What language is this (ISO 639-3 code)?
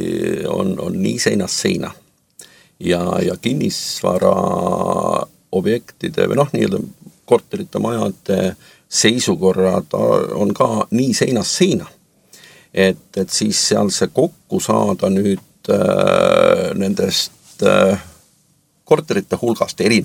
est